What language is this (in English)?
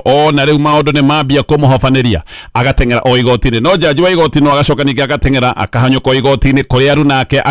Kikuyu